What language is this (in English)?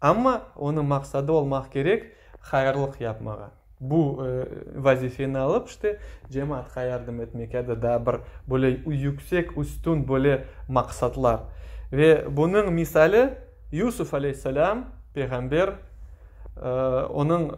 Crimean Tatar